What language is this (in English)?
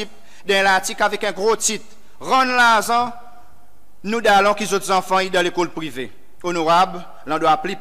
Seselwa Creole French